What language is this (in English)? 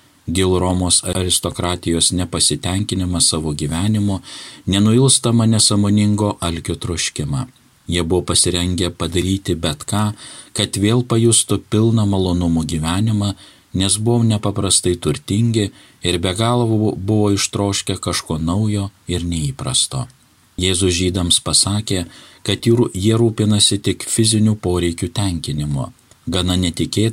Lithuanian